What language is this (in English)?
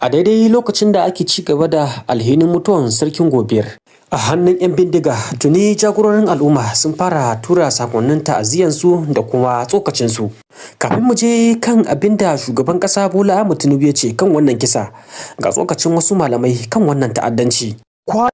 Hausa